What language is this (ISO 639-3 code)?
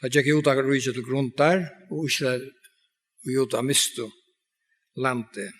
fao